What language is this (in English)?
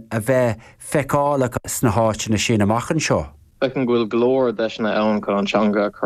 Irish